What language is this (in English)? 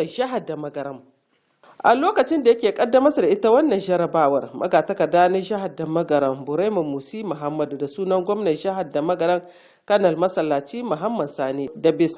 Hausa